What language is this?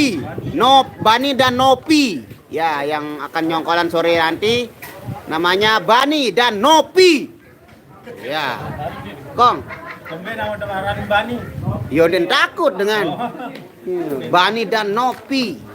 Sasak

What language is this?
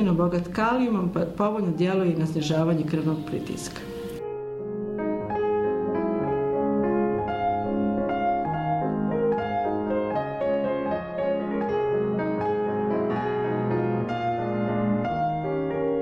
Bosnian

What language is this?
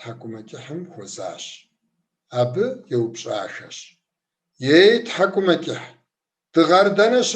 Kabardian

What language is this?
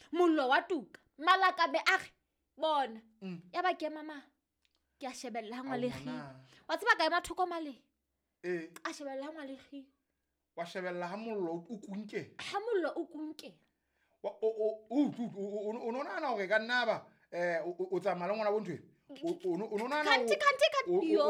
Southern Sotho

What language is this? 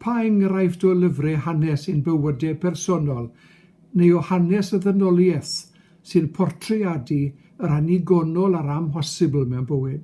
Welsh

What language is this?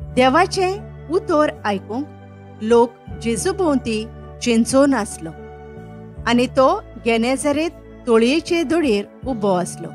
Konkani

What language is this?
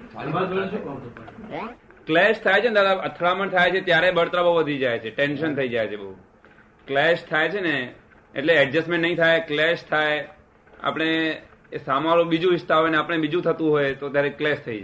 Gujarati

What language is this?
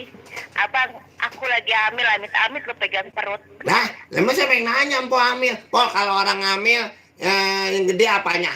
Betawi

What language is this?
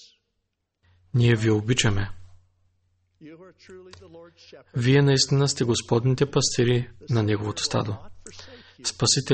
Bulgarian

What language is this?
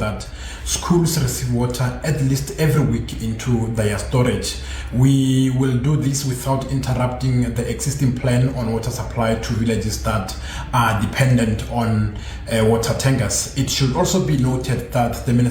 Venda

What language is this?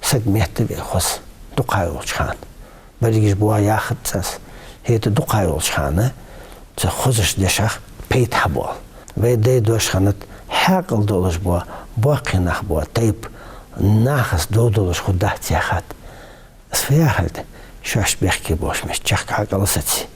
Ingush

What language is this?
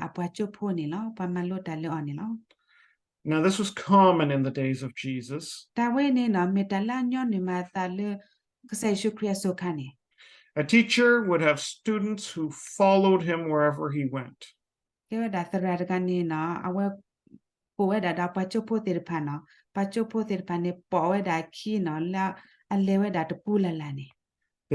S'gaw Karen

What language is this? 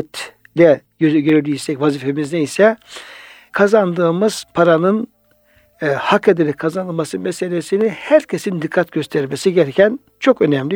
Turkish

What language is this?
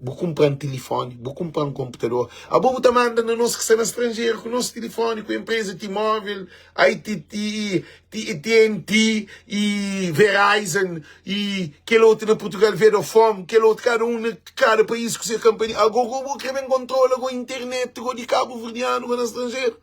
Kabuverdianu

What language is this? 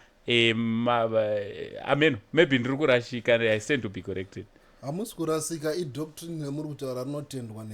Shona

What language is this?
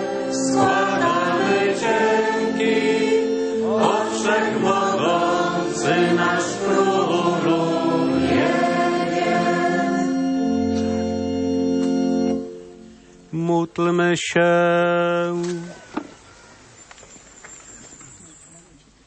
Polish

